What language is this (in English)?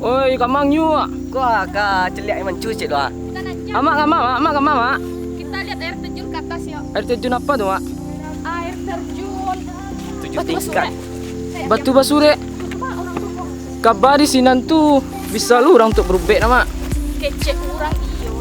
Minangkabau